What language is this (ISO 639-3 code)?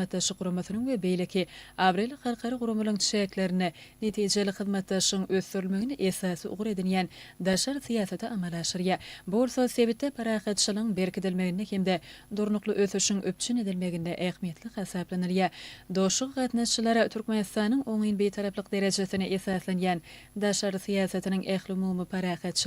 tuk